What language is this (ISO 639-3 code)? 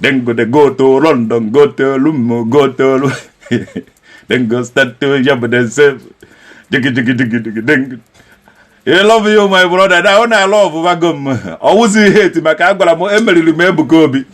ibo